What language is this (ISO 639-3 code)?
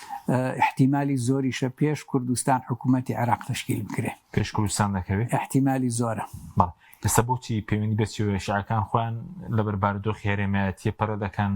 ckb